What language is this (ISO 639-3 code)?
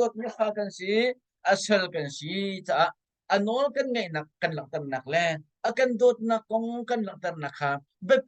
cnh